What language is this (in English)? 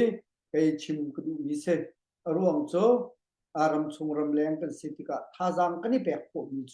Hakha Chin